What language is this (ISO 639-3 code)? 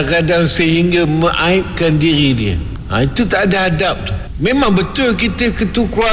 msa